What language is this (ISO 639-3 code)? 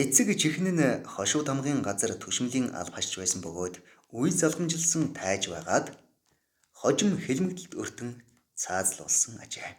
mon